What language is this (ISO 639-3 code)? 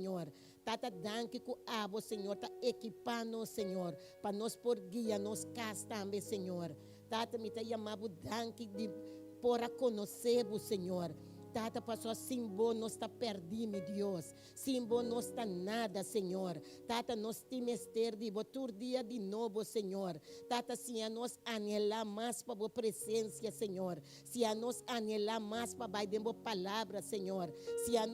pap